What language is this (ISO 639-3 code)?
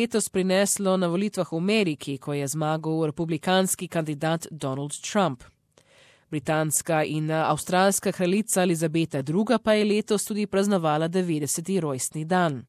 slv